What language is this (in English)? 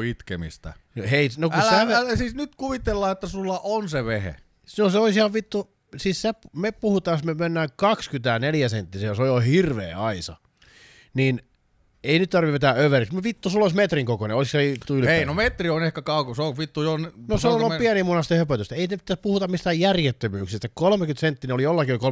Finnish